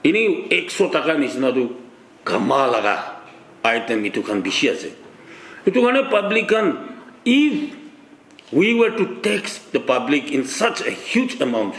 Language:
Naga Pidgin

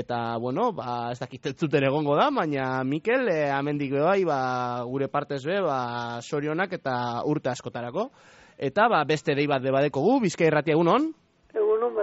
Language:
Basque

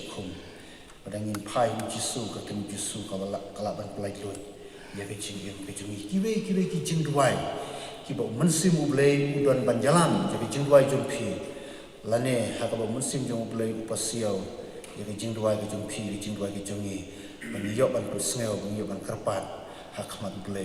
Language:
Khasi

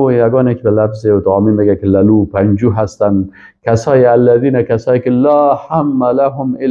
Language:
Persian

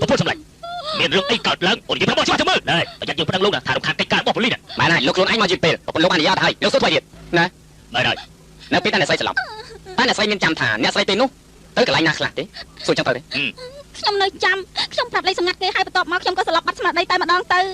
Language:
Khmer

